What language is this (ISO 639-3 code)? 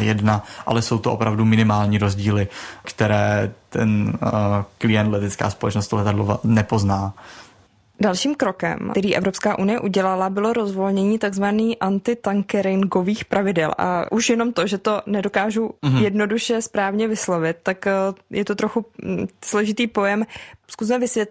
ces